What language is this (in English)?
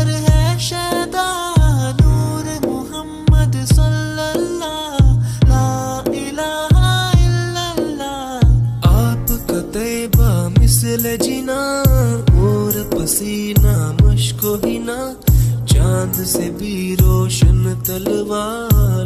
Urdu